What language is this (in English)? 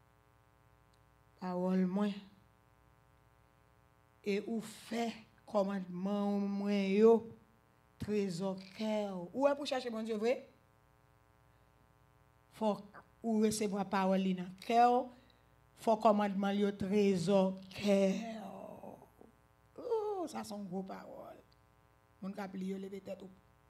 Haitian Creole